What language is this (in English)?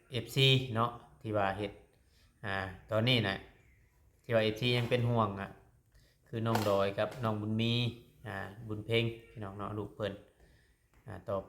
Lao